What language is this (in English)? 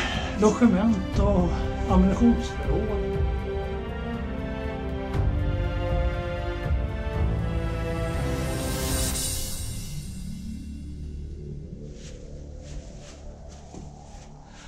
Swedish